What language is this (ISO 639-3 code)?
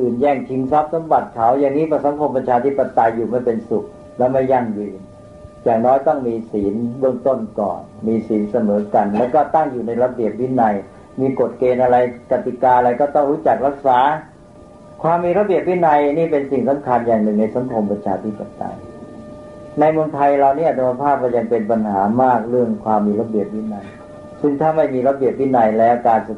tha